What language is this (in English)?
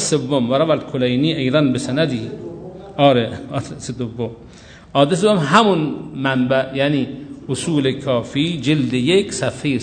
Persian